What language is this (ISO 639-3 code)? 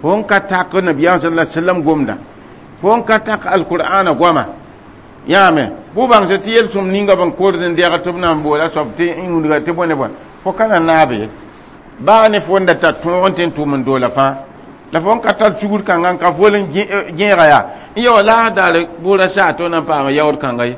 mos